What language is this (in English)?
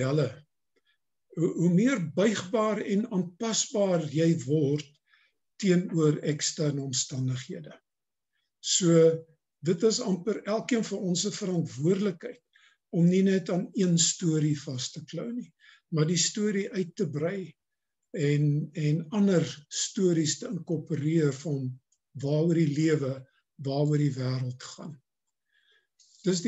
Afrikaans